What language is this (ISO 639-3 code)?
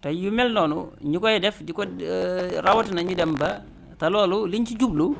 wol